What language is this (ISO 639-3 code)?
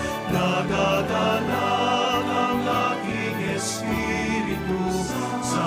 pam